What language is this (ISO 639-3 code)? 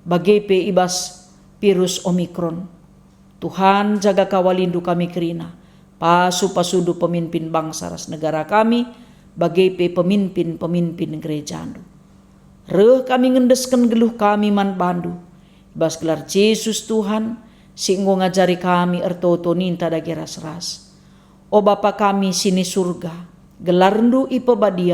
btx